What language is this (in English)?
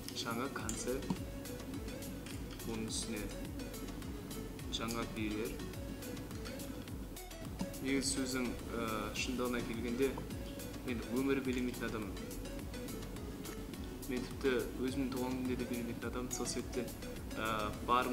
Kazakh